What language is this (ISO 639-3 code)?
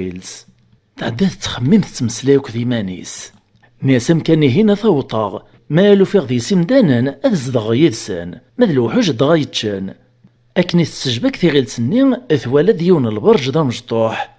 kab